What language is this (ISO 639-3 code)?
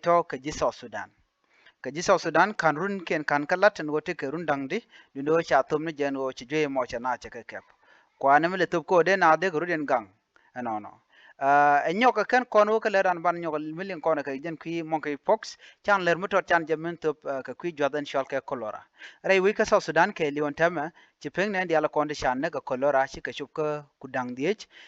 nus